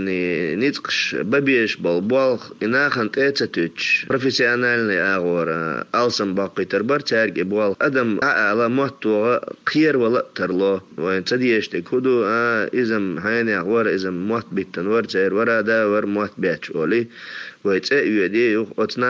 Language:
Chechen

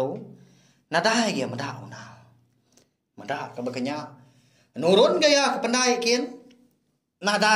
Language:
Iban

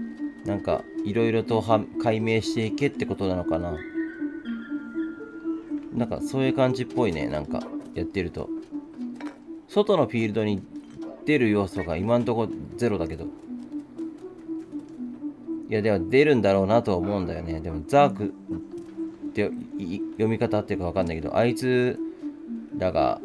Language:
Japanese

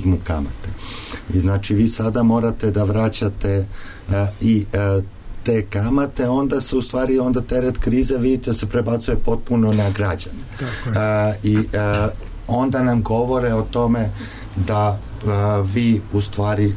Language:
Serbian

